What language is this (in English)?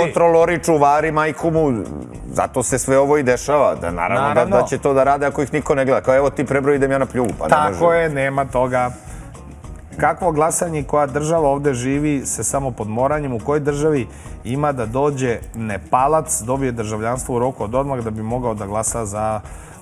Serbian